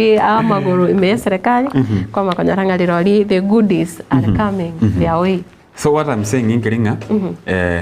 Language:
Gusii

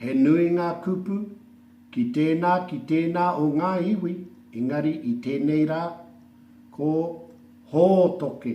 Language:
Māori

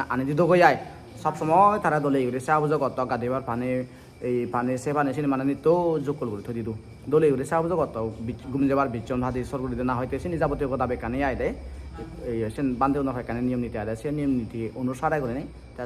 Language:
Chakma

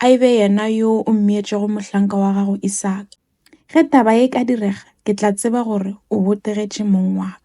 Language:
Northern Sotho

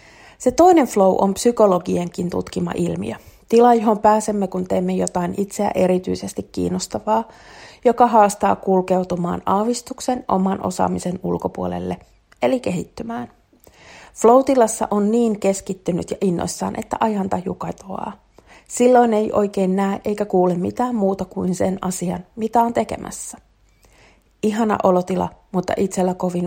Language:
Finnish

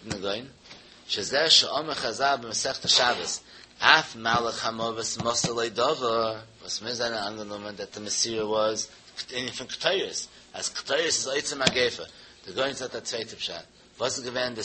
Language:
Yiddish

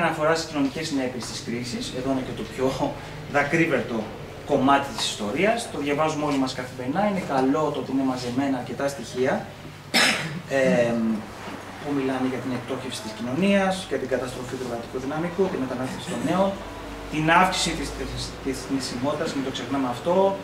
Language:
Greek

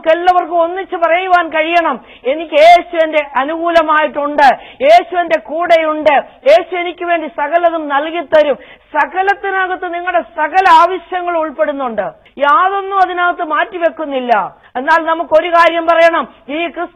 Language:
Malayalam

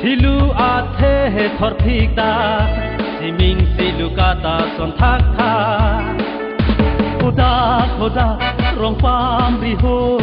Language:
Karbi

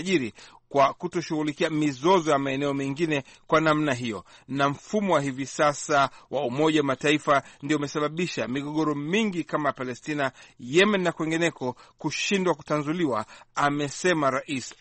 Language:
Swahili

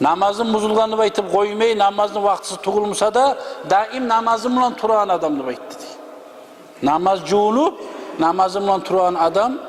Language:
Kumyk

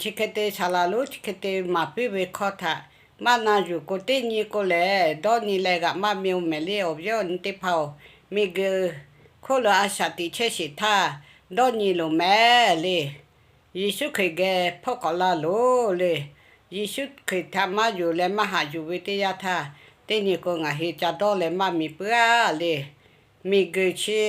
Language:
Lahu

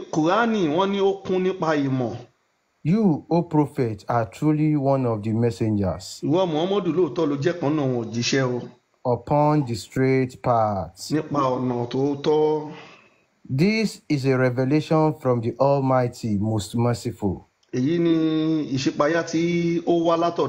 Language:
Yoruba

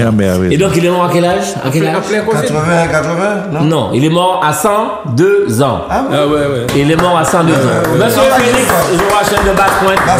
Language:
French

